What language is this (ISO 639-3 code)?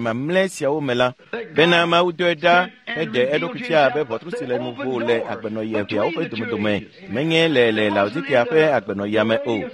ewe